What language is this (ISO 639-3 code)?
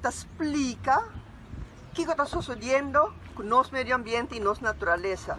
pap